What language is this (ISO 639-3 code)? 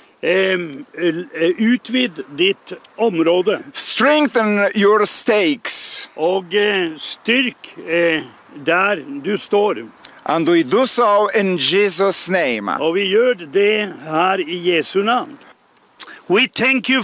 nor